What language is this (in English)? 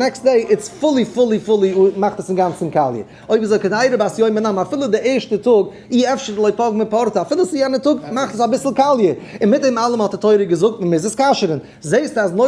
Yiddish